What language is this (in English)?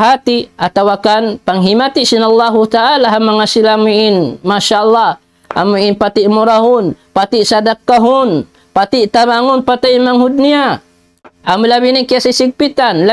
Tausug